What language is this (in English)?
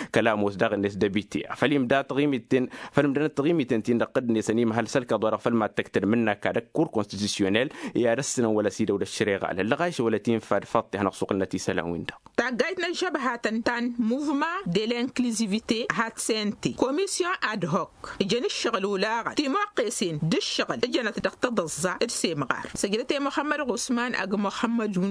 Tamasheq